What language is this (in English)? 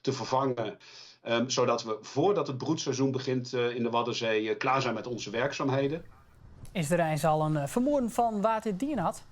Western Frisian